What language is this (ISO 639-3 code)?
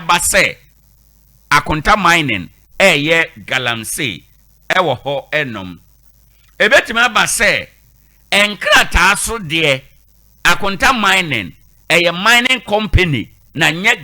aka